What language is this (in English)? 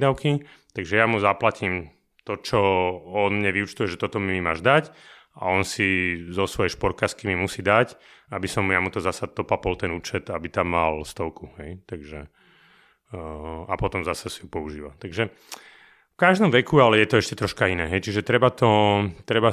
Slovak